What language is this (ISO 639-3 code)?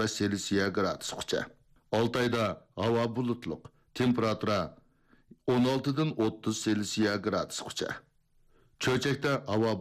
uig